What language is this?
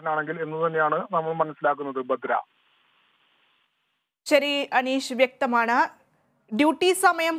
Malayalam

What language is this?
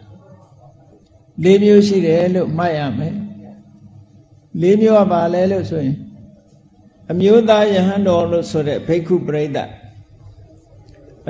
Burmese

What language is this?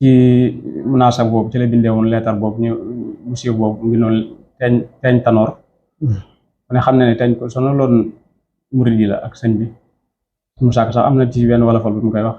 Wolof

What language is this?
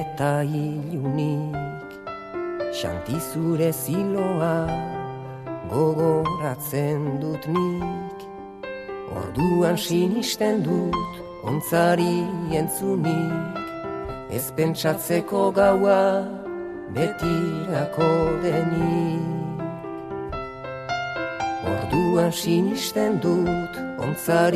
Basque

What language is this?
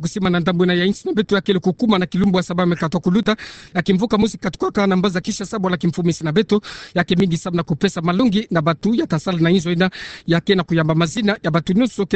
Kituba (Democratic Republic of Congo)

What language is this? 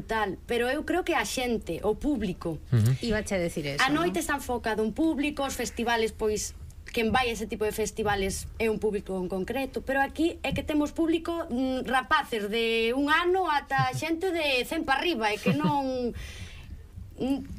Galician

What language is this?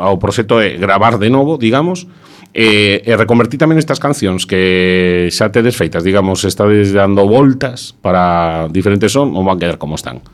Galician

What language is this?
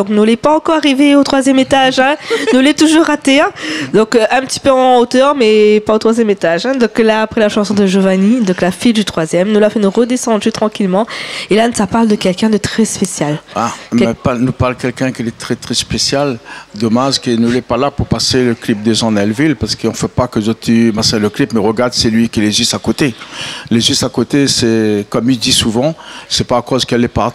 Réunion Creole French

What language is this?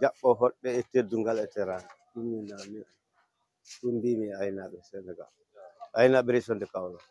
Fula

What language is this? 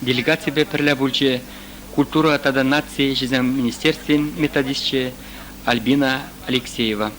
Chuvash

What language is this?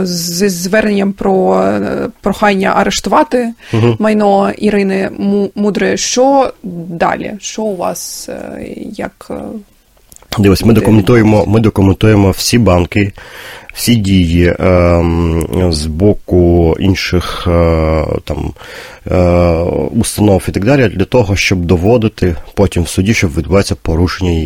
Ukrainian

